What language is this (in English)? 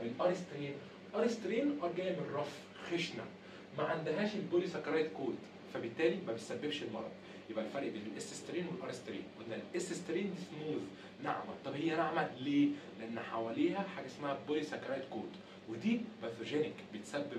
Egyptian Arabic